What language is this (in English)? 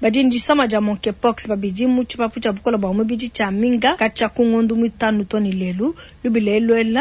Luba-Lulua